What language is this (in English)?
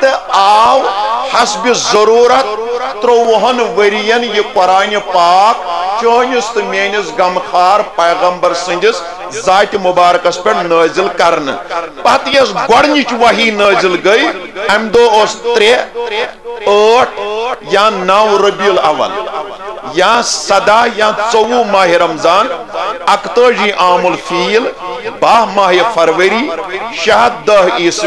Kashmiri